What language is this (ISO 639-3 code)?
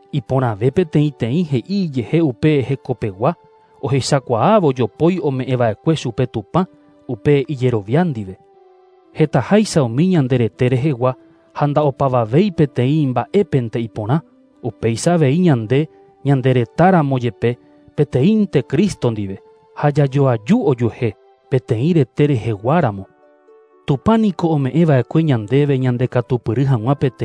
grn